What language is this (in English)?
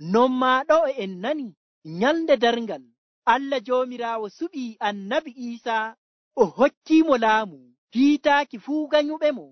Nigerian Fulfulde